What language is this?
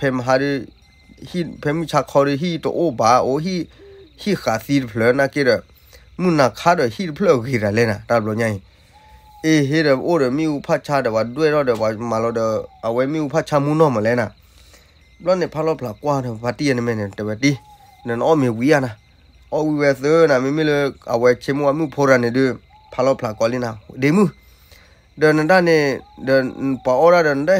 S'gaw Karen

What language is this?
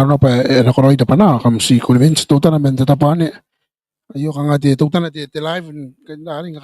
Gilbertese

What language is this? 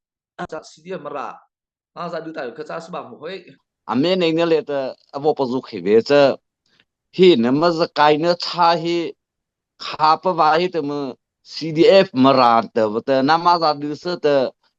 Mara Chin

